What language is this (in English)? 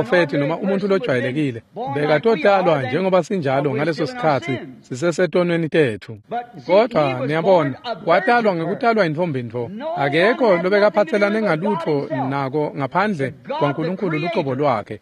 Swati